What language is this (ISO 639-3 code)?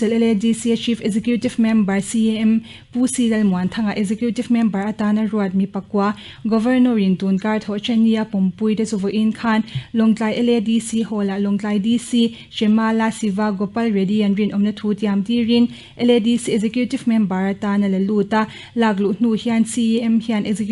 lus